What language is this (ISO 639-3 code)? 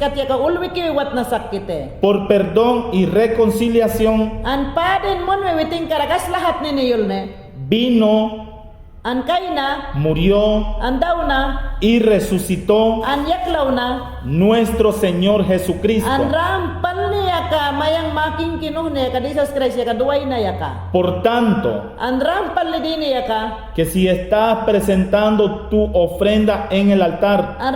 yan